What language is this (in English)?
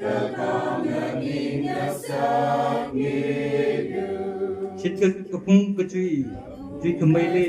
Tangkhul Naga (India)